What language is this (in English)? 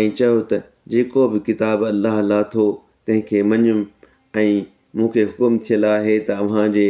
Sindhi